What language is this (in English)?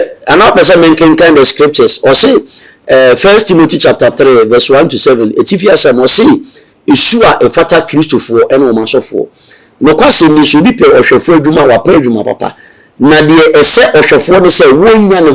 Akan